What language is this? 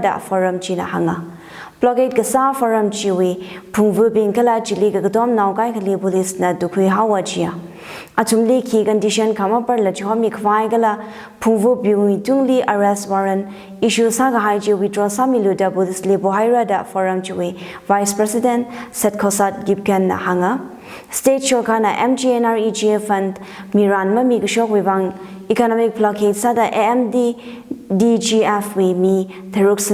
Tangkhul Naga (India)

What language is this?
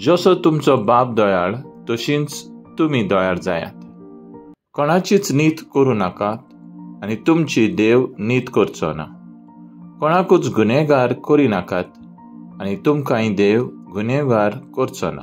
Konkani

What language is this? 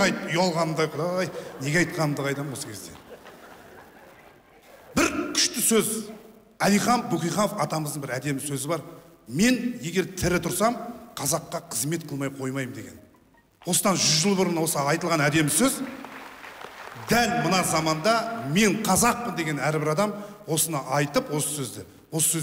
Kazakh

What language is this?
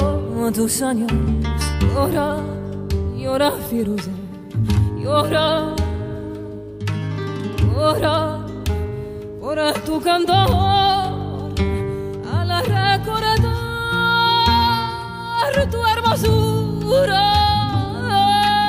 Spanish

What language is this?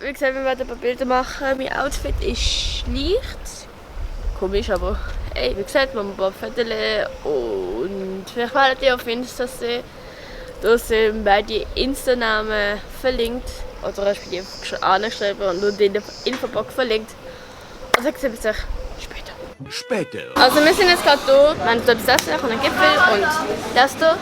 Swiss German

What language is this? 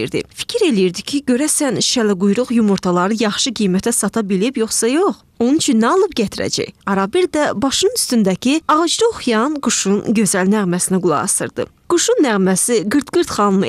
Azerbaijani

